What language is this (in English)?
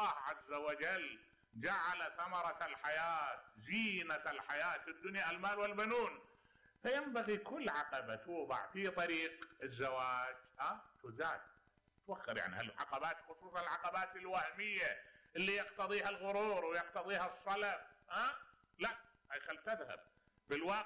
Mesopotamian Arabic